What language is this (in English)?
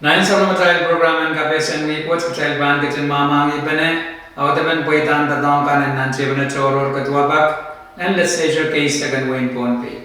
Pohnpeian